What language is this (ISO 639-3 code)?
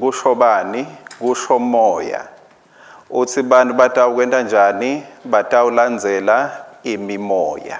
ssw